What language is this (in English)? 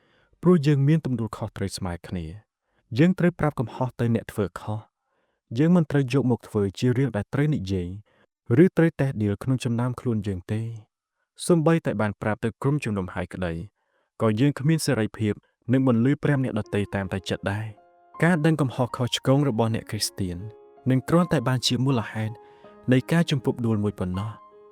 Khmer